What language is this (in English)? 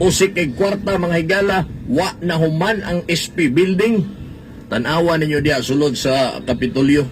Cebuano